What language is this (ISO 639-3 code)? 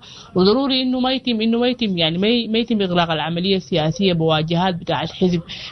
apd